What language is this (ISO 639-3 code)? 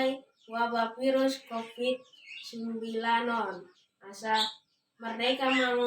bbc